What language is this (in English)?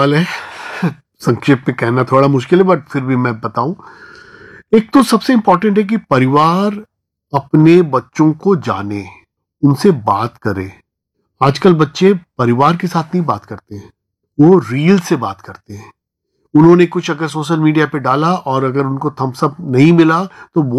Hindi